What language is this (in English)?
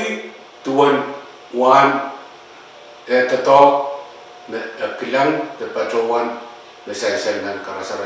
Pohnpeian